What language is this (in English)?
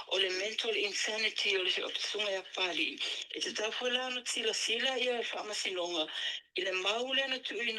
Samoan